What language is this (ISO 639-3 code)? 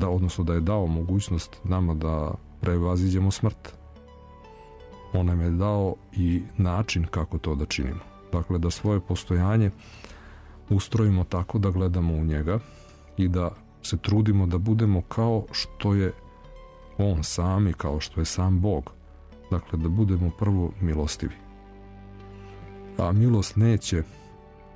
srp